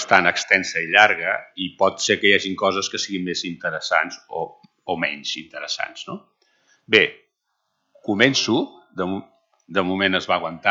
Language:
Catalan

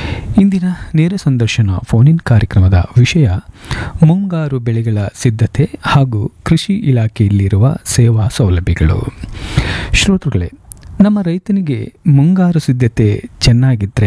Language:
Kannada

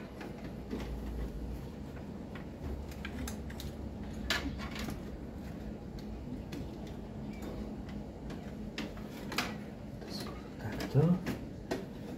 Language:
Slovak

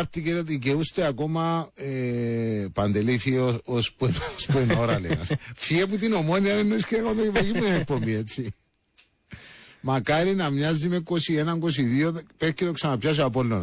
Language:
Greek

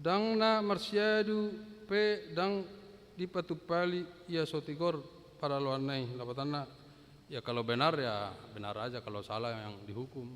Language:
Batak Toba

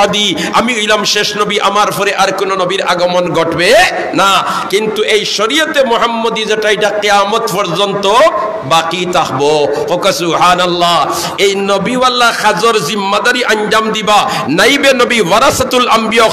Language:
Sylheti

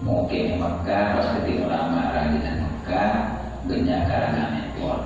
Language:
Madurese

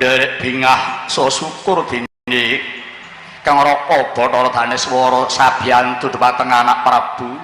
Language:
Javanese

